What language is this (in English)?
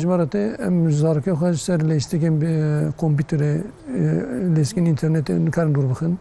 Kurdish